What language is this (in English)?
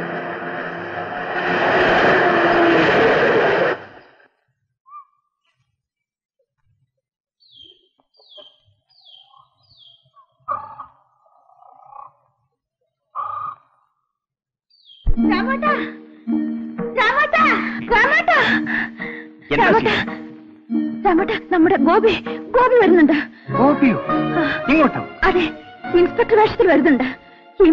Malayalam